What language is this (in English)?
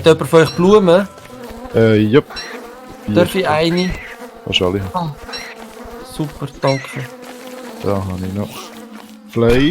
Swiss German